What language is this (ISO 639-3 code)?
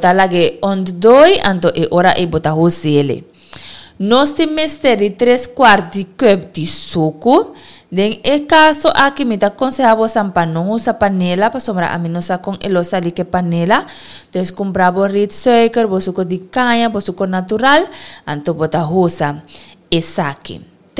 pap